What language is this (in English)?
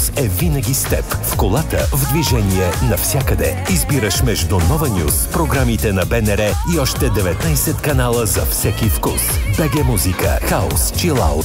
Bulgarian